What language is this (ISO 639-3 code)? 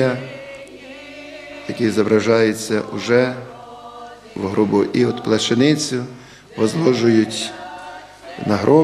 ukr